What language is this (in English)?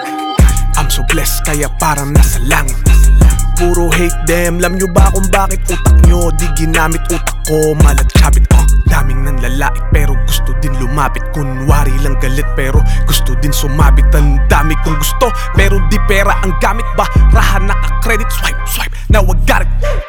Filipino